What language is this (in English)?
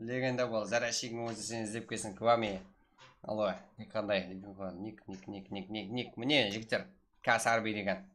Kara-Kalpak